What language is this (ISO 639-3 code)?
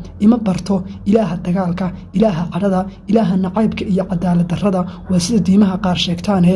som